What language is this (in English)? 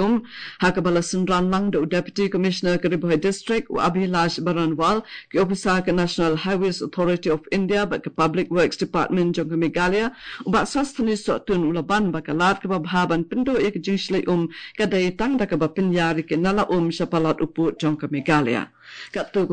Khasi